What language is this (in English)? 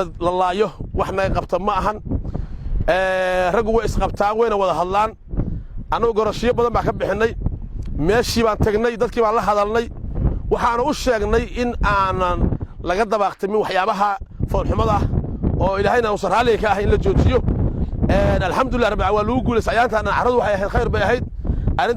Somali